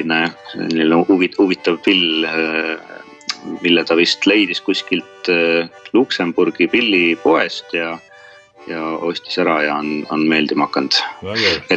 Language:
Estonian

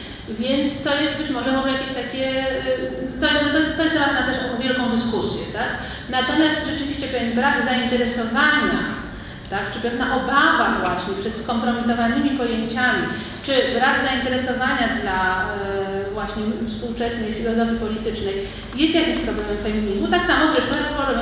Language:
Polish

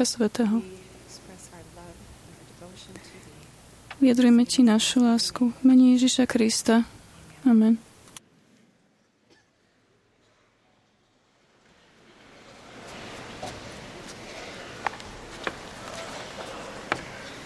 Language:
Slovak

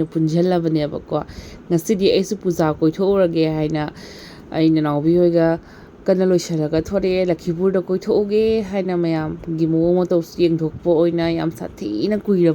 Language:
Manipuri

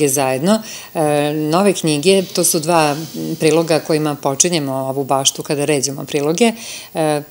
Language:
Serbian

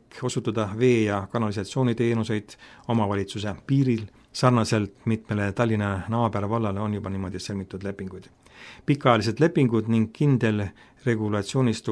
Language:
Estonian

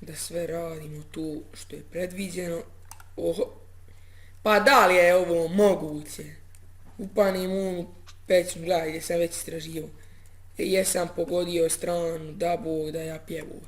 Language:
Bosnian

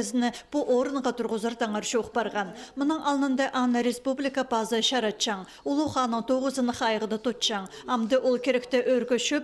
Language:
Khakas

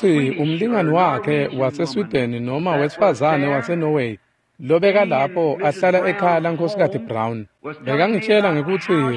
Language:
Swati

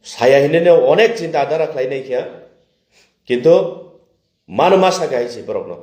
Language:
Kok Borok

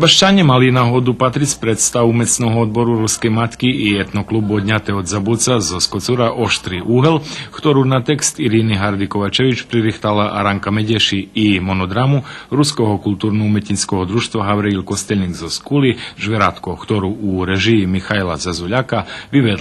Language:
Rusyn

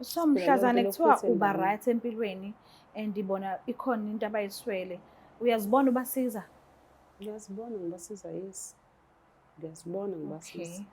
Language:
Zulu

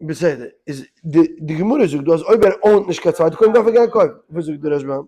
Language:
Yiddish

